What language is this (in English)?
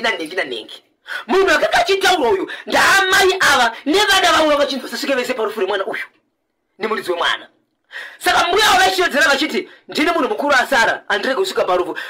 Shona